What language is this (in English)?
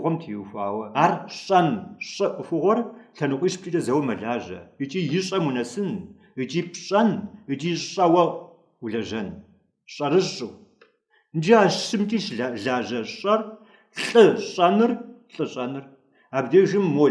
Kabardian